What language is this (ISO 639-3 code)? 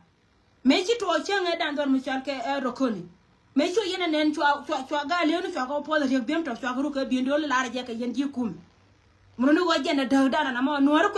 nus